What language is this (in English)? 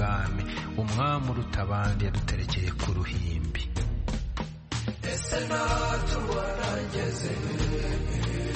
Kinyarwanda